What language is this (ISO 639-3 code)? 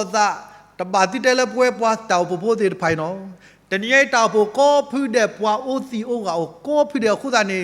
ksw